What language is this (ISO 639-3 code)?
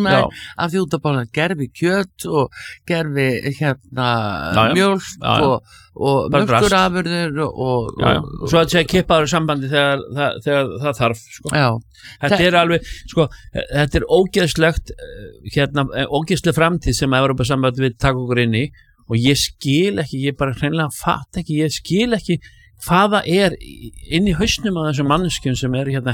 isl